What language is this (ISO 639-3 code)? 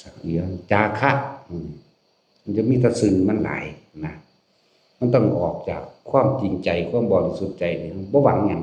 lao